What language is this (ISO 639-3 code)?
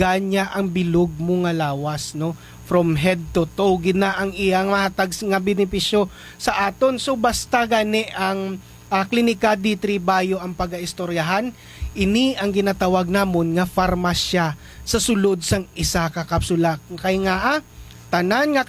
hil